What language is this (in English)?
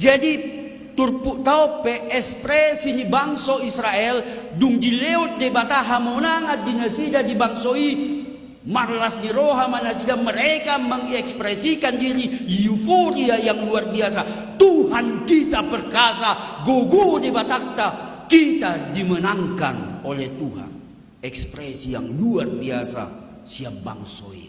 Batak Toba